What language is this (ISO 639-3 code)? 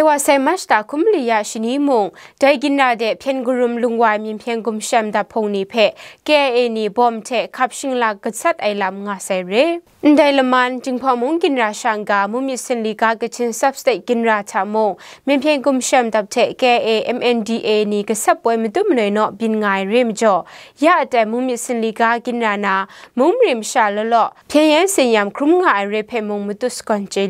kac